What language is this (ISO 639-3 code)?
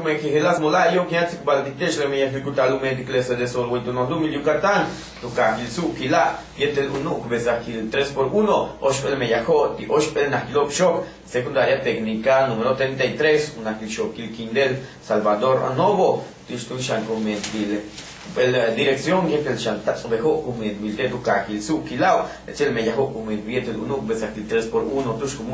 yua